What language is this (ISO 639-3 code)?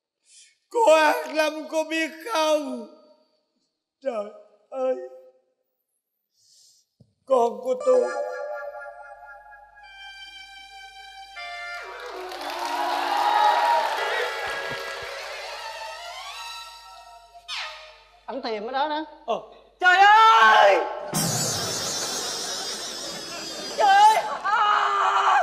vie